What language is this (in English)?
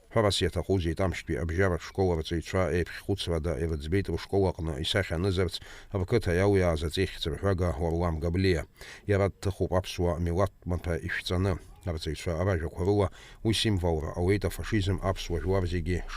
Abkhazian